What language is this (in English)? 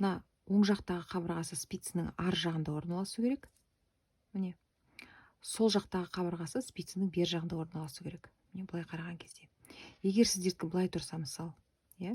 Kazakh